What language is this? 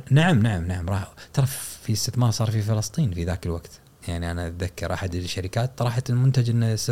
Gulf Arabic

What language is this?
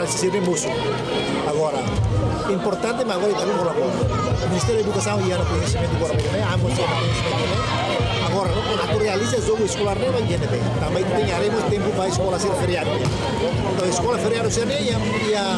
Tetum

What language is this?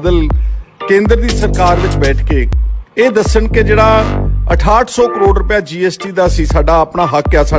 Punjabi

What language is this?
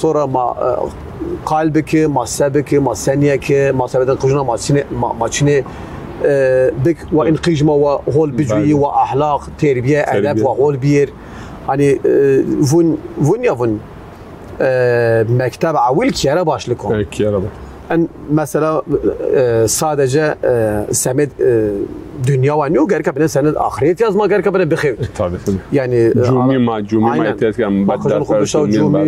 Zaza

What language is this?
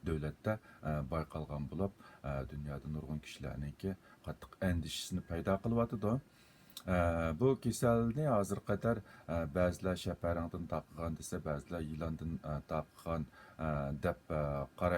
Uyghur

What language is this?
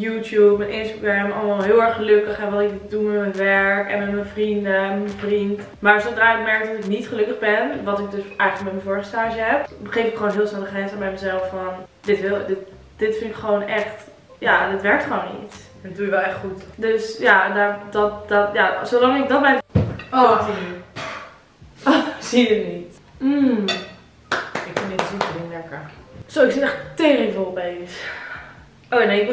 Dutch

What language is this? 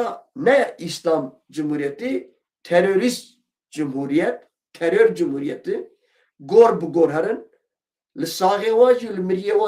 Kurdish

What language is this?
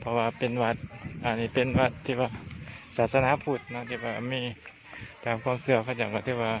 Lao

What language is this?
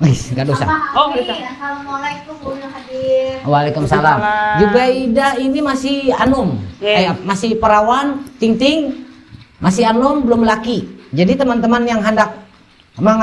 Banjar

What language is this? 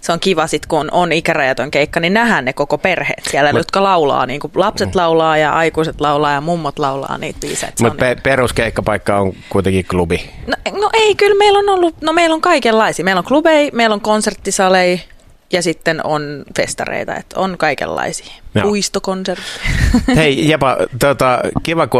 Finnish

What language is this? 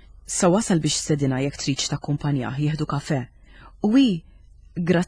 Maltese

